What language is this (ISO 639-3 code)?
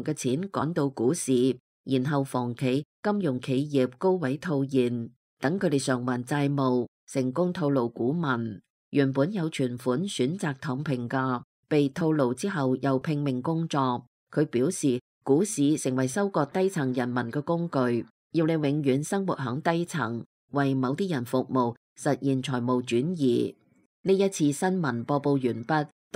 yue